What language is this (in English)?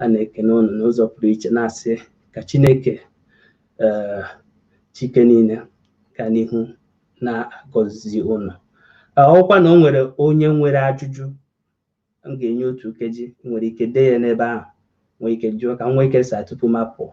Igbo